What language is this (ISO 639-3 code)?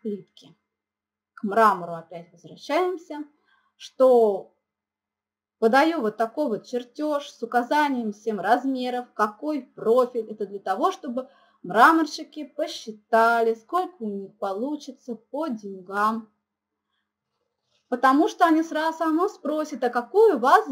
rus